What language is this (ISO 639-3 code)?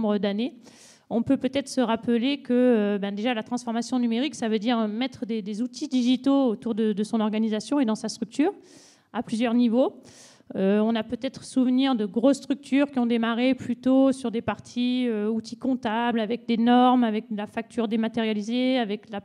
fra